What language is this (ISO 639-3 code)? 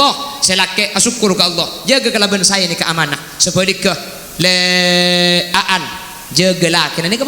mad